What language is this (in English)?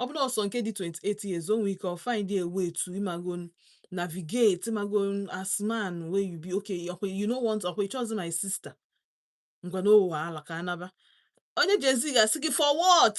Igbo